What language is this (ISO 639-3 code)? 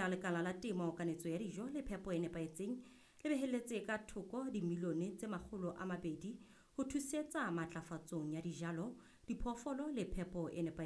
sot